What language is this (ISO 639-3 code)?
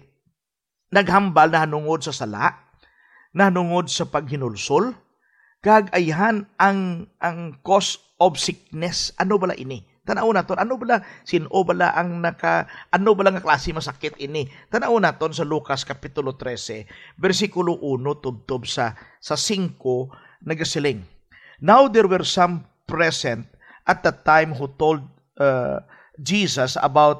hil